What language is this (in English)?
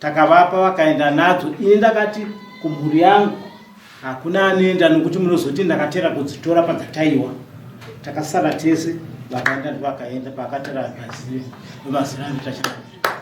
Shona